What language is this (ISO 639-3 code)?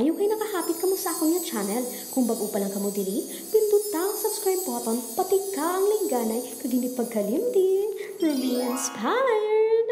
hil